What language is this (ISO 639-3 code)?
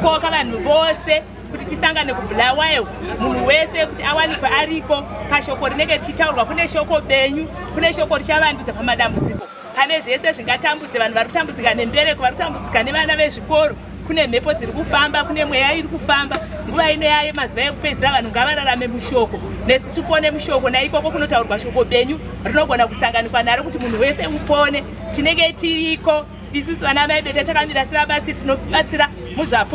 sna